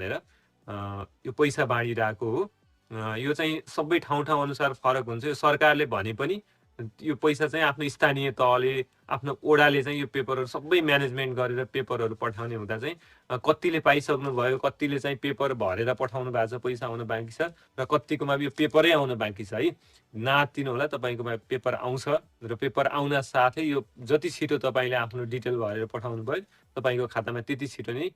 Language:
Nepali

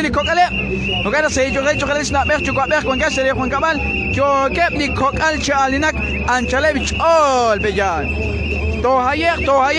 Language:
Kekchí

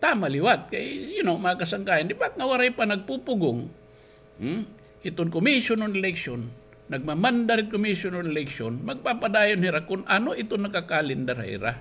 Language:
Waray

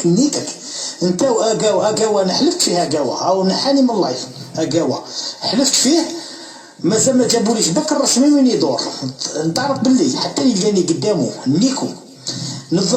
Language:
Algerian Arabic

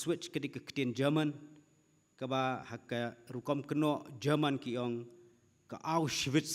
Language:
Khasi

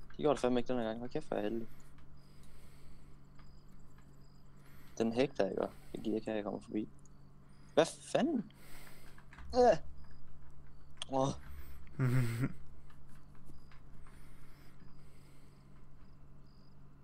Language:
Danish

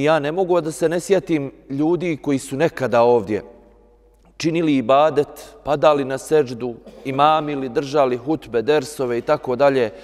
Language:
Bosnian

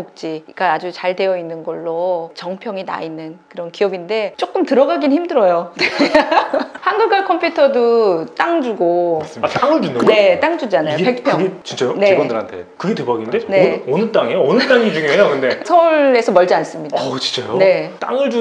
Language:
Korean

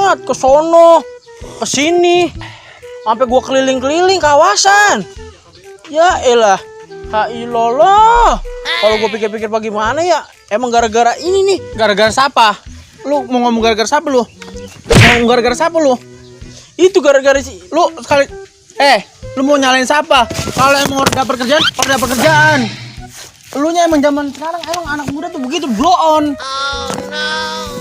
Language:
Betawi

